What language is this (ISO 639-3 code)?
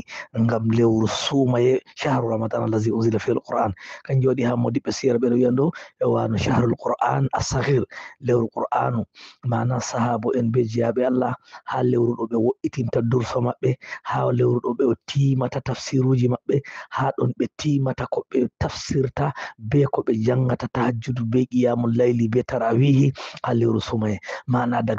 ful